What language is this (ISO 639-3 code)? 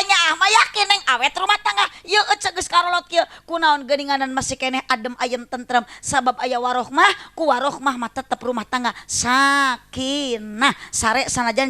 sun